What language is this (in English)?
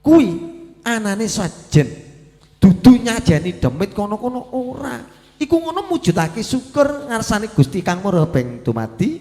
Javanese